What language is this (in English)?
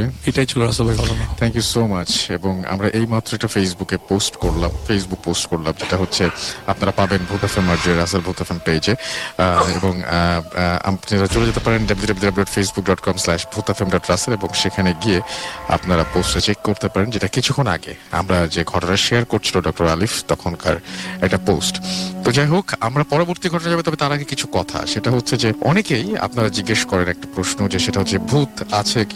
Bangla